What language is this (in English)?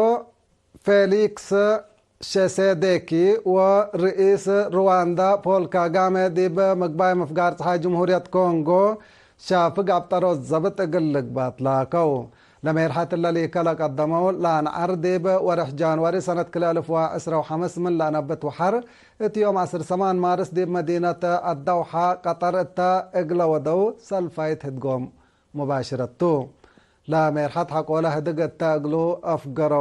Tigre